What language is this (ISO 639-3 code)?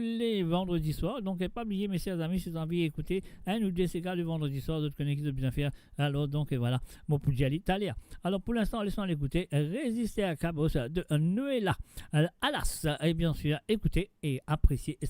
mfe